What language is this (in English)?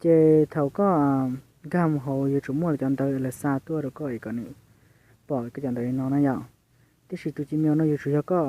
Hmong